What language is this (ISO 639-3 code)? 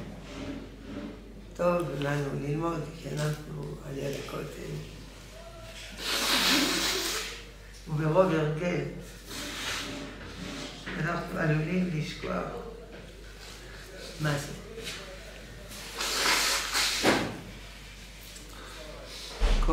heb